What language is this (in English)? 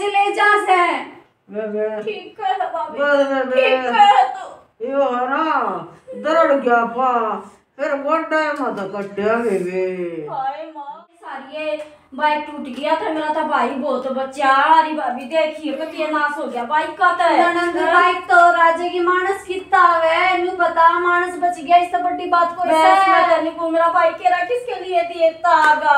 Haryanvi